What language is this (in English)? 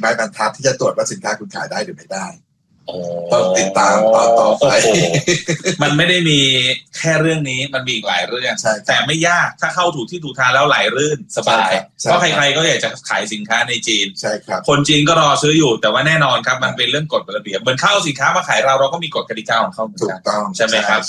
Thai